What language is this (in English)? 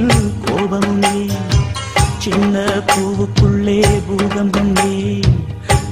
Tamil